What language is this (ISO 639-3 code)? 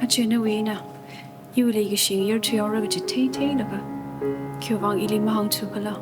nmf